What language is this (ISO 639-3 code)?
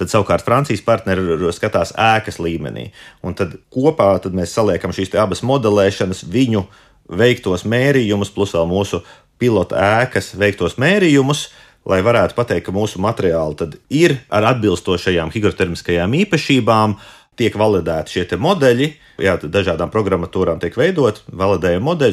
lav